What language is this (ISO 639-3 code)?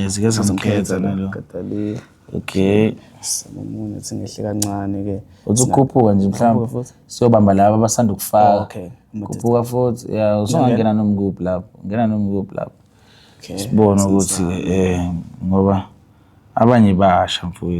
zul